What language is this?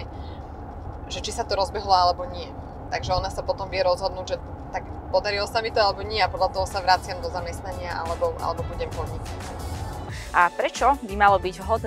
Slovak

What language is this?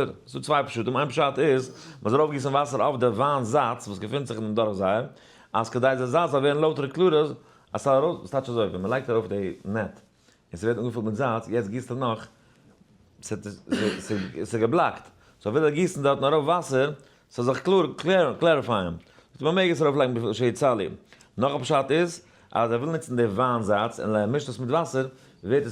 Yiddish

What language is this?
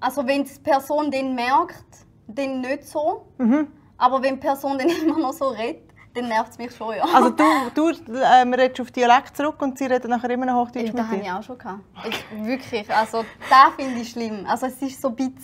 Swiss German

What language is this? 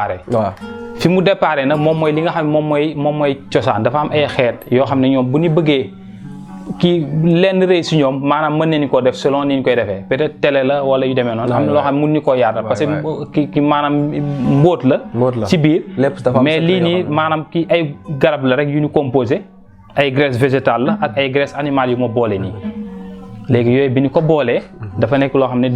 Wolof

